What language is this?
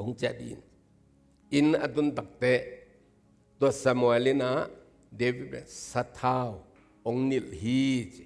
Tedim Chin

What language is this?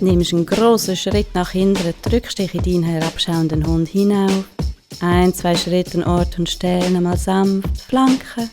Swiss German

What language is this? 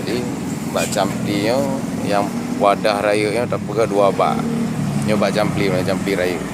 Achinese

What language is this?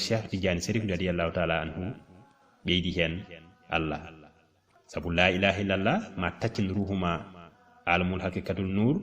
Fula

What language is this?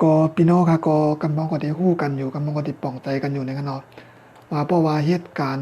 Shan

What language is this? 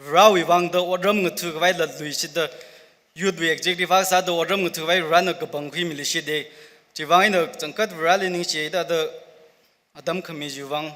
Tangkhul Naga (India)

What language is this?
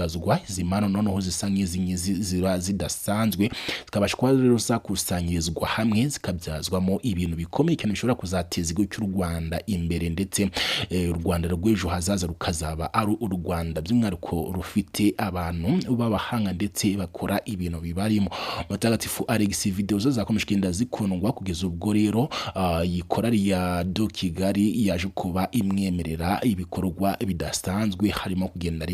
Kinyarwanda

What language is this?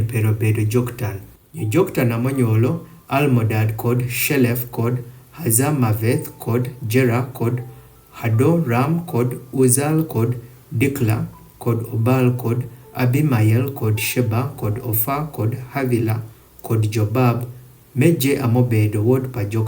Adhola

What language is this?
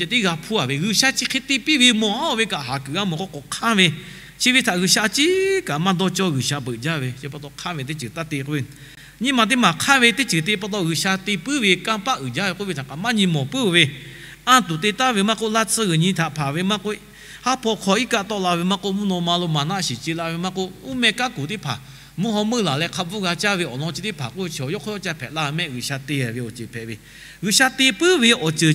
Lahu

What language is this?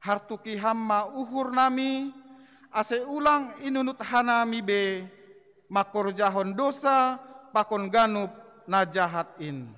Batak Simalungun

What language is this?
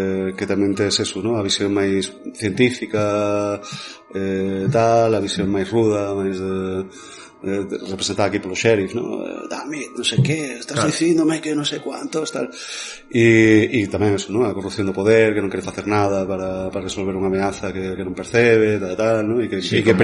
Galician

